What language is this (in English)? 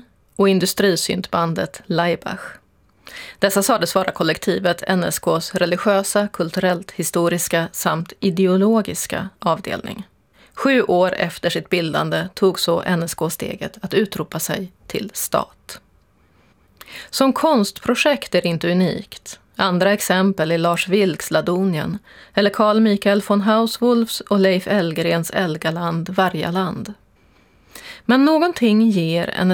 Swedish